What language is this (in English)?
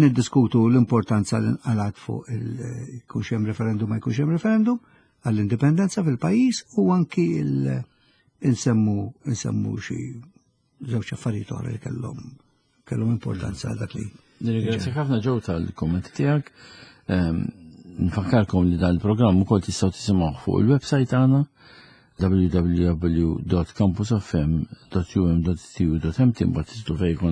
Maltese